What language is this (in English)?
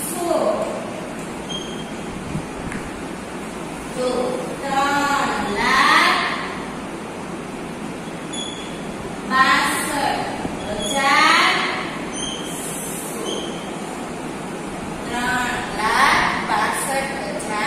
Gujarati